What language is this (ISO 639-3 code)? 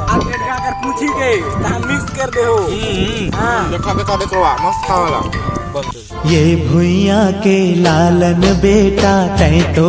hne